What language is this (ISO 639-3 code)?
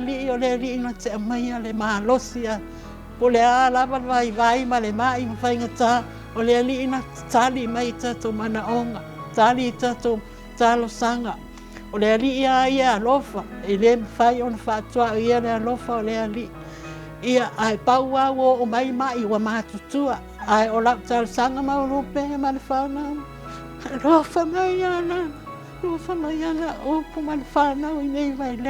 smo